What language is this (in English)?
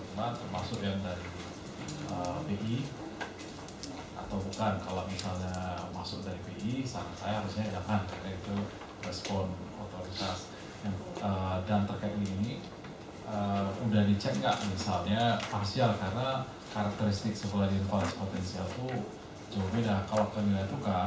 Indonesian